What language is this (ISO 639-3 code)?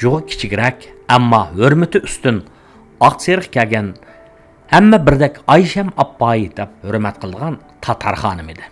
uig